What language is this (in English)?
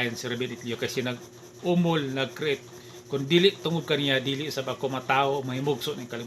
Cebuano